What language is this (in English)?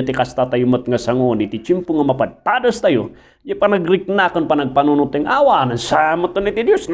Iloko